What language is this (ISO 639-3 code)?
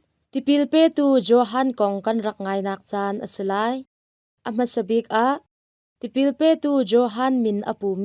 cnh